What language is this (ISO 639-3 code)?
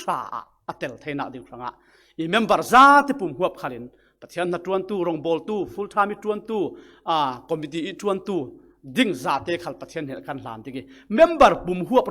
cfm